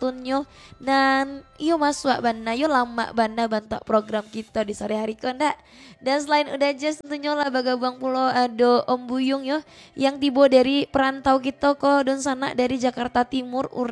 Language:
Minangkabau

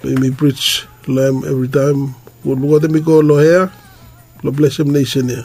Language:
Bislama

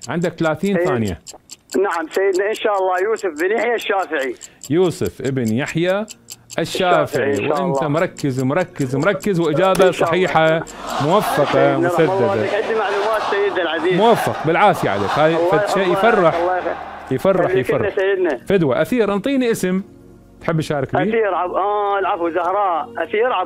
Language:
Mesopotamian Arabic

